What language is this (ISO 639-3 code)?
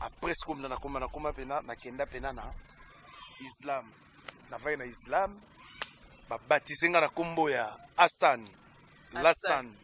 lin